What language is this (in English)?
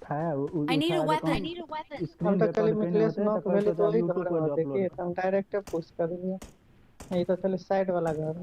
Maithili